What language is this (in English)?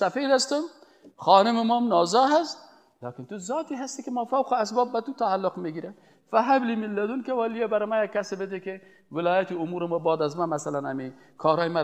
Persian